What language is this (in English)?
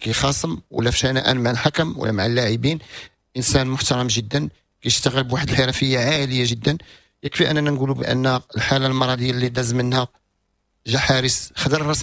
Moroccan Arabic